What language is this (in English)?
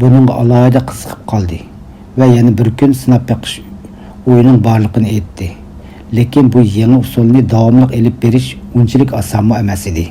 Uyghur